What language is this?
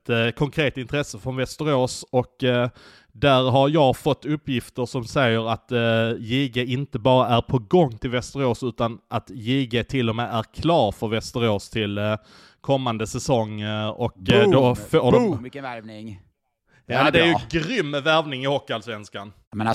Swedish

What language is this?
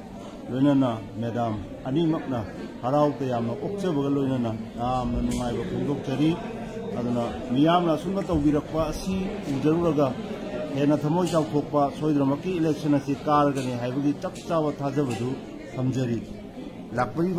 Manipuri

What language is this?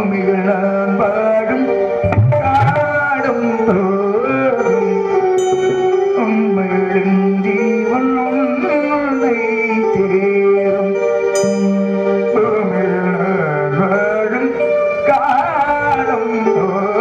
Tamil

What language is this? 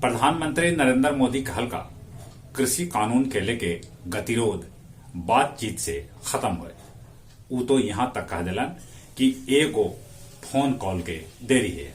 Magahi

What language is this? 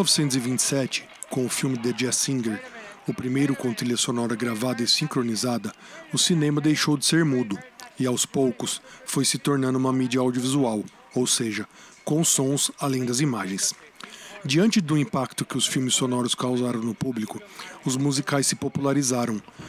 Portuguese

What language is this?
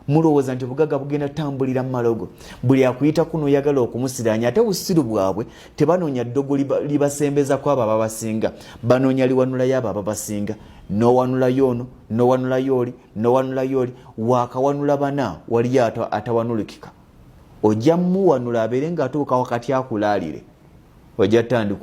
Ganda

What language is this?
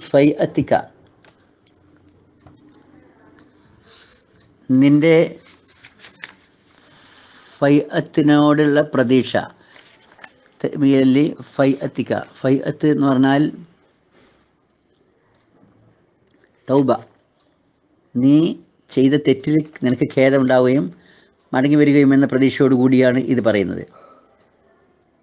Malayalam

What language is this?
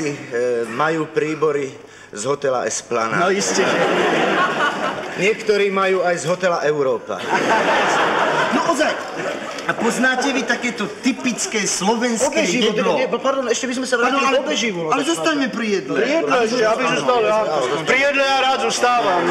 Slovak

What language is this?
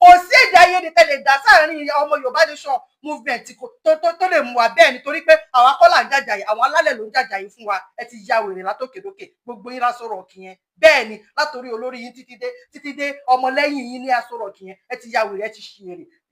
Yoruba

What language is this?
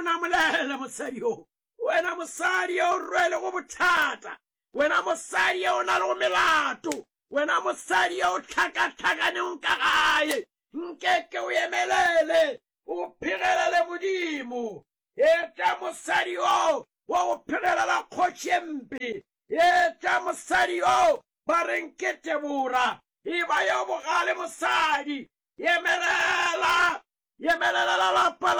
Northern Sotho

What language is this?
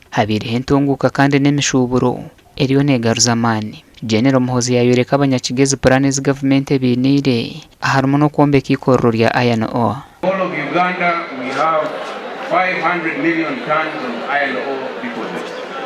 Nyankole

